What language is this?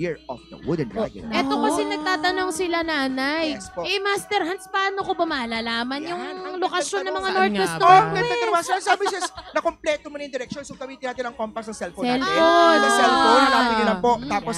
Filipino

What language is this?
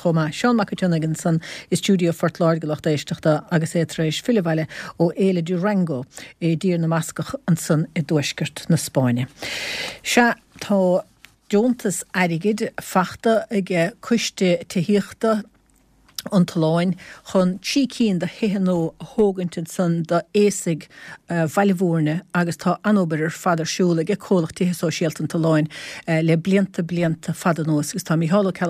Irish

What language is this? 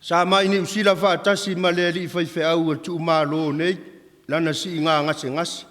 Samoan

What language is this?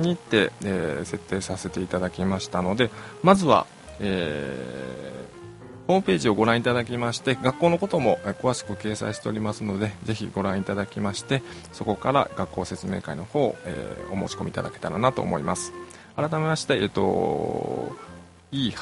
Japanese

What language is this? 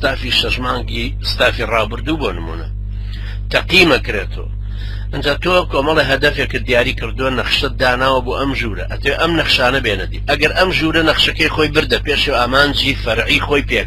Central Kurdish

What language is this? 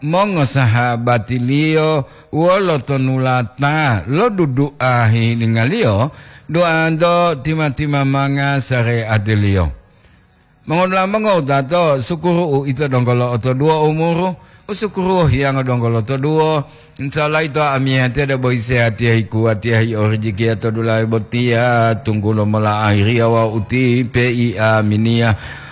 Gorontalo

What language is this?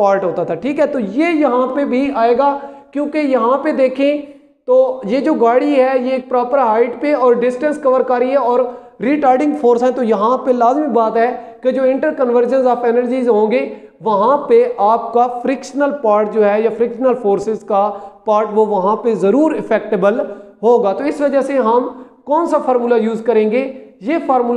Hindi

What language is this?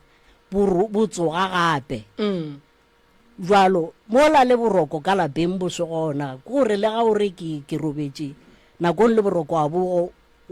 Northern Sotho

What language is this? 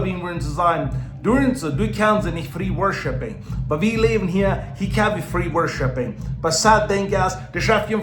Plautdietsch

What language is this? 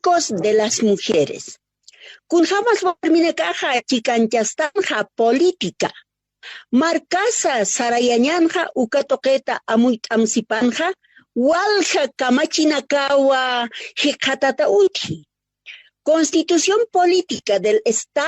Aymara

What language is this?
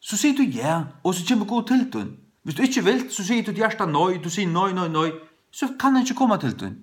Faroese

